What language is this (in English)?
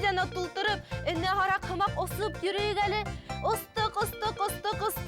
Bashkir